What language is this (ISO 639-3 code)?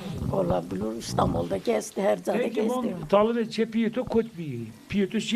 zza